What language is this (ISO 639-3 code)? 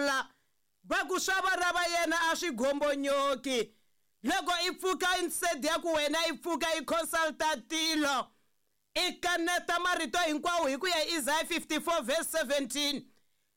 tso